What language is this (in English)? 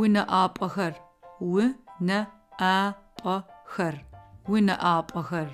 Adyghe